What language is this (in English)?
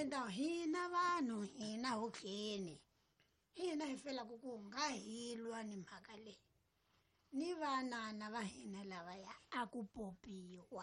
Tsonga